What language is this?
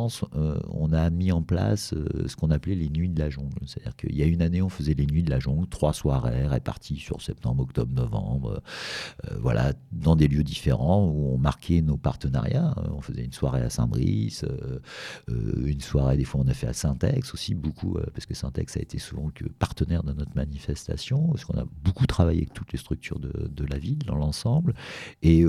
French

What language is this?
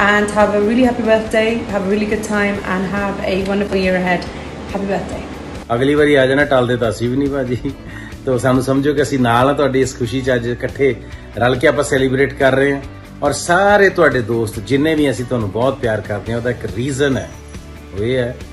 Punjabi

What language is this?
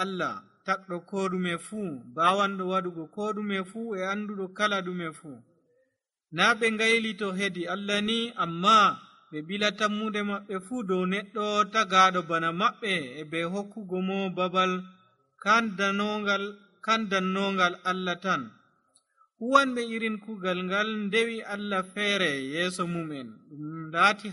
Nigerian Fulfulde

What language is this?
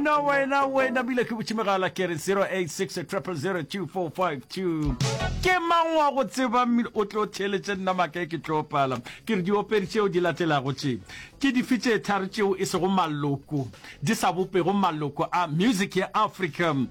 Northern Sotho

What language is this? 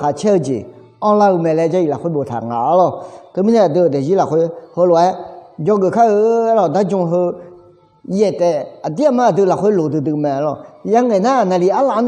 Akha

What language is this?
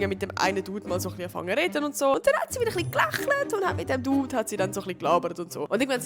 Swiss German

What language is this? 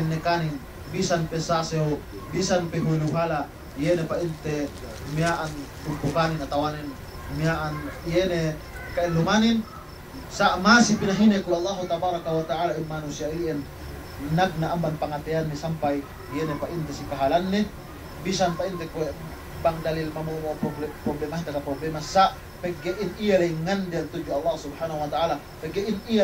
Yakan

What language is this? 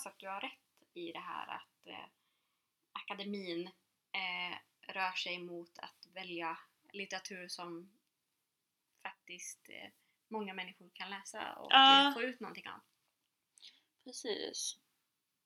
Swedish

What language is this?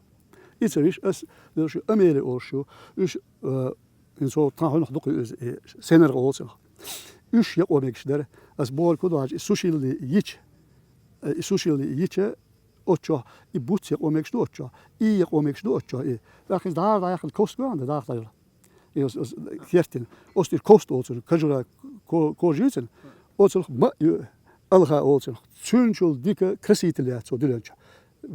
Chechen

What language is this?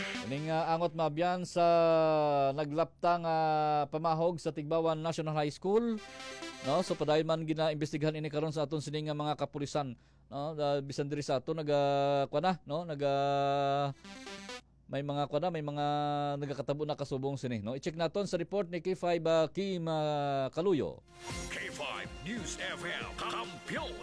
Hiligaynon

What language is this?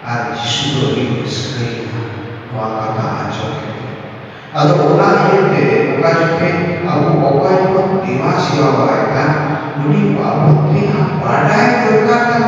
Santali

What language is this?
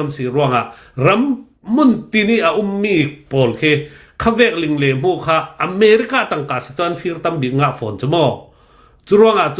Hakha Chin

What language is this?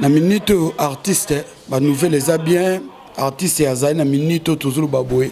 Lingala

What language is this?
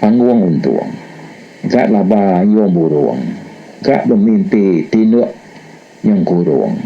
Iban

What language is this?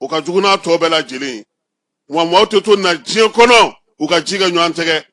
Bambara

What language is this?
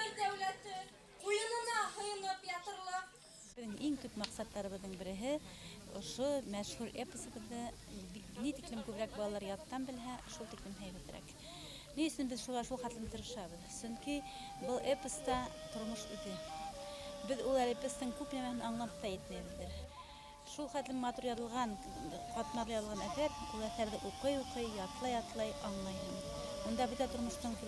Bashkir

